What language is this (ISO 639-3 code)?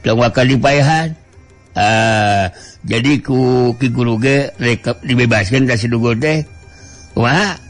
sun